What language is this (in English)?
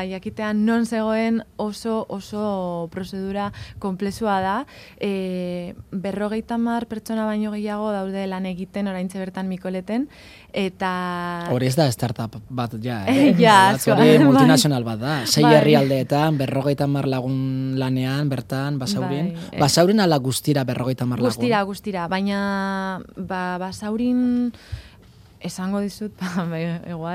Basque